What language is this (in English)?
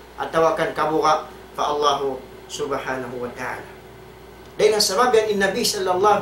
Tausug